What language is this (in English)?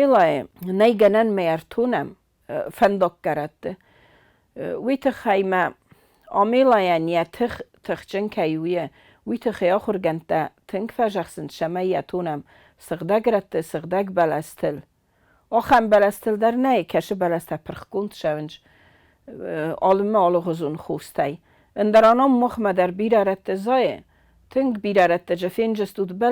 Ossetic